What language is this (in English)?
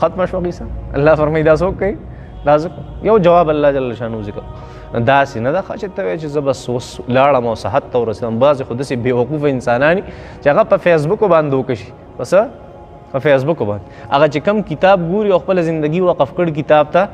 Pashto